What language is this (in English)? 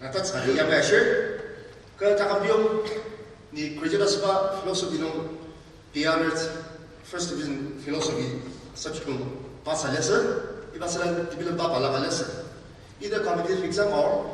Ao Naga